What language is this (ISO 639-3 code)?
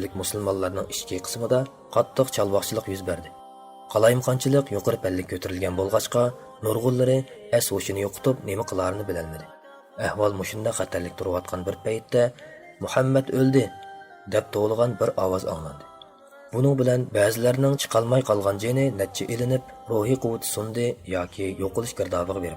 uig